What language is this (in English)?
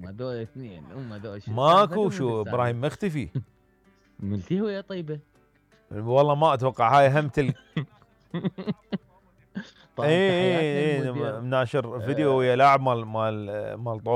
Mesopotamian Arabic